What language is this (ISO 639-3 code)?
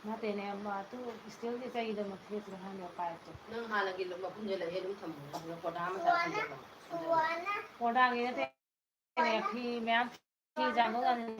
mni